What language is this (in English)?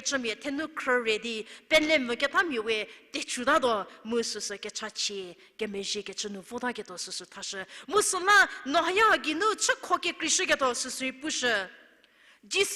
Angami Naga